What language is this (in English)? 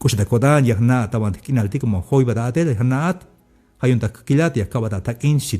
Tzeltal